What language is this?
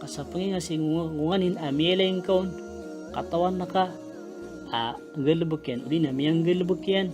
Maranao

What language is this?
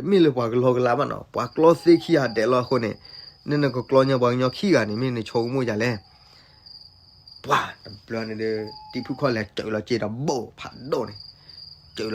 S'gaw Karen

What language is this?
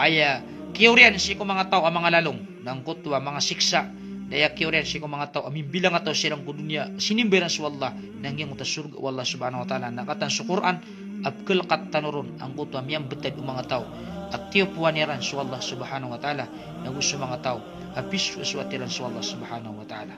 Maranao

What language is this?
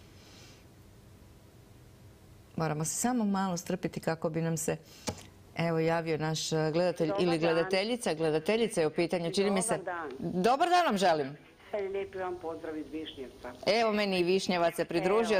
Croatian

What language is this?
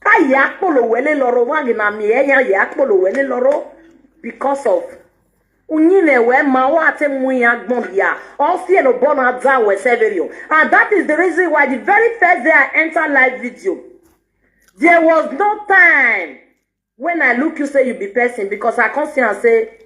Nigerian Pidgin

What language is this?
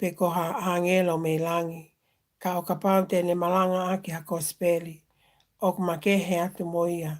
Tongan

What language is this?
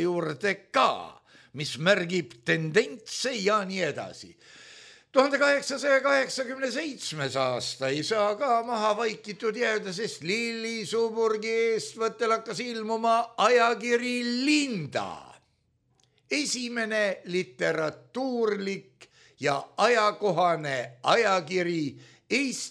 Estonian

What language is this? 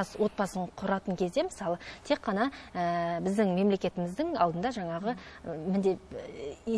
Kazakh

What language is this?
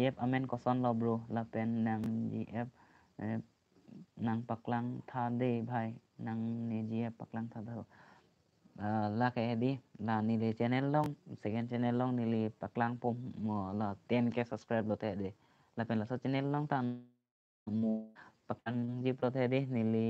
Karbi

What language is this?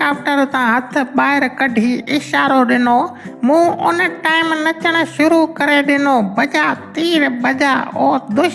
Sindhi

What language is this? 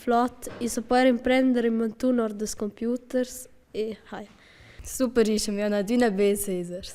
Romansh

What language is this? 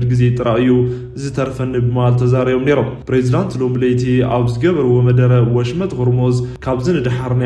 Tigrinya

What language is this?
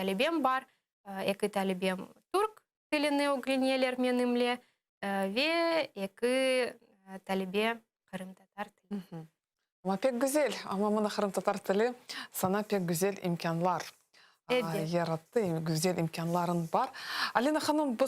Crimean Tatar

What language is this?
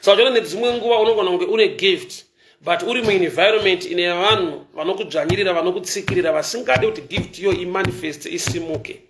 Shona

